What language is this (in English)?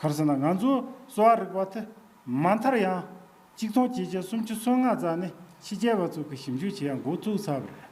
Tibetan